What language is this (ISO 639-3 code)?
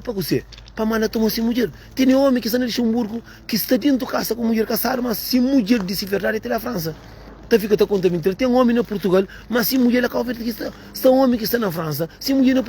kea